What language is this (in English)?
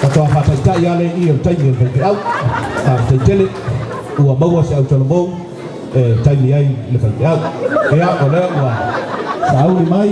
Samoan